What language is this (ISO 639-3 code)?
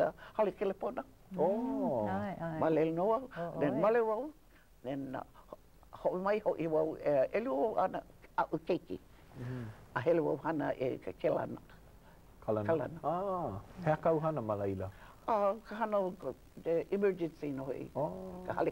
haw